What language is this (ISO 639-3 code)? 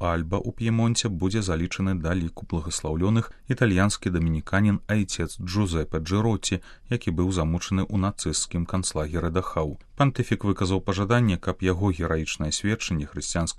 bel